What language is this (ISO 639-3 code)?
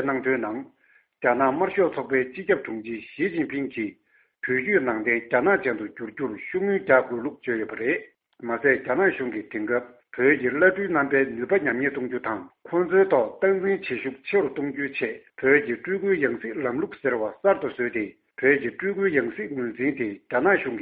bod